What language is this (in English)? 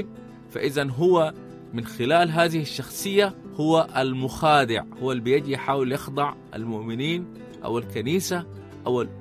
Sudanese Arabic